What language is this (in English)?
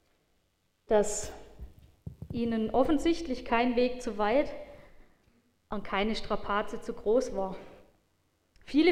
German